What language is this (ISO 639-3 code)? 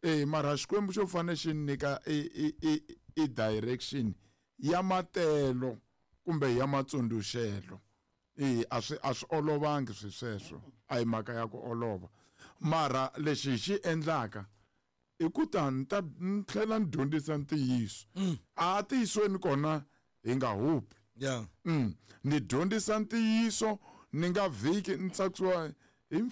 tso